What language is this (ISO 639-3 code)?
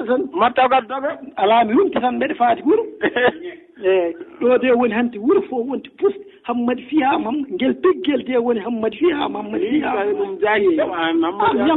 ful